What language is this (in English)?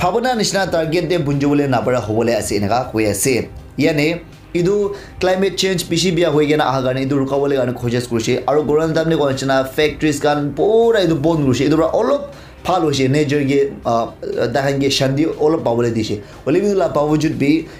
Naga Pidgin